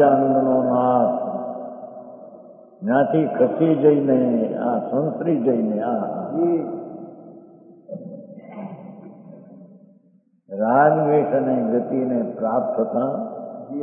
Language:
Gujarati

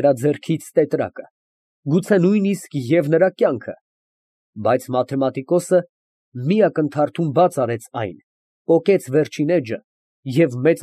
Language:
Armenian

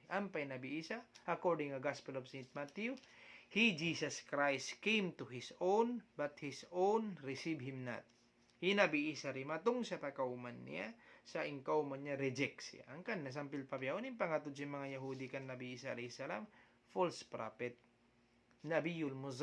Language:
Tausug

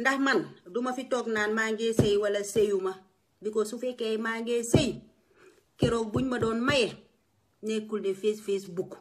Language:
Wolof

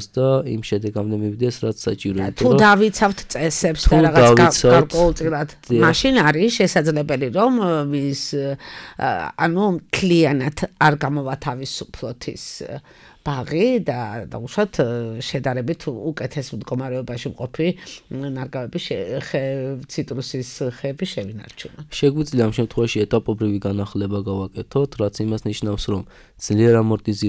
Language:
Georgian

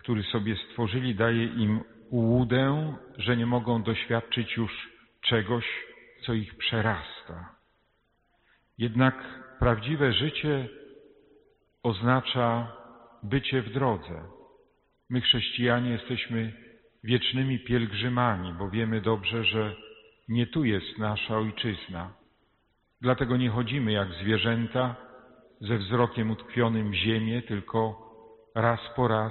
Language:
Polish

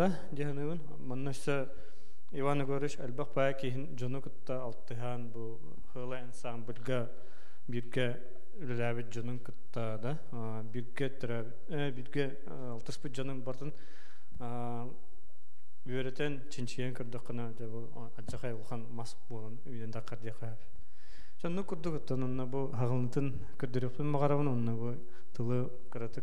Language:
Yakut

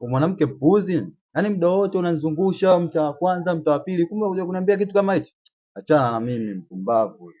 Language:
Swahili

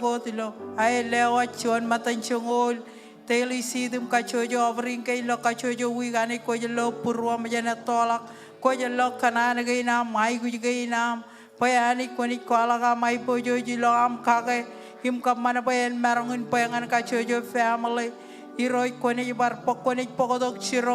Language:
Marshallese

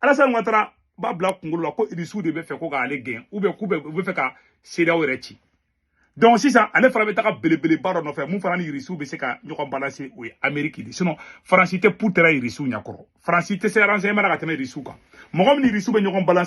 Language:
Bambara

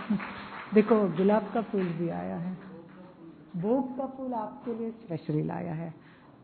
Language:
Hindi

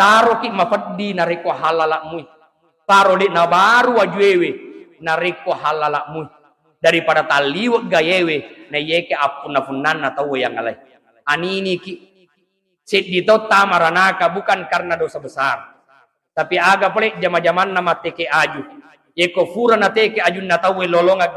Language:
Buginese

